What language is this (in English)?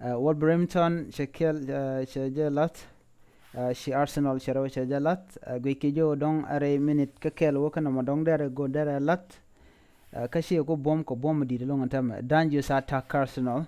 Nuer